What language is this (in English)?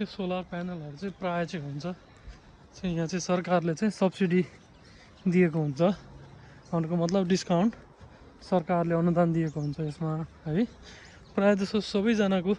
Nepali